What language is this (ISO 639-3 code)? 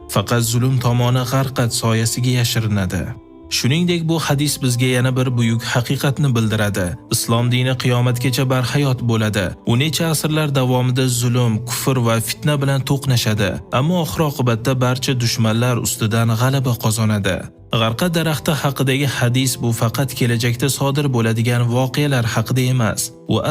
uzb